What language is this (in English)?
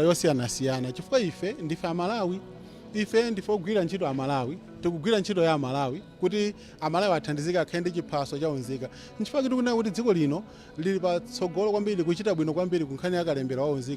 Nyanja